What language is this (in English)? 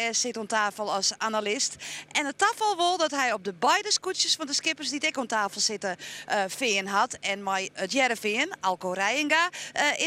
Western Frisian